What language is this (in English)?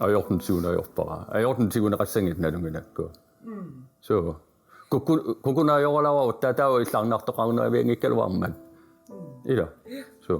Kalaallisut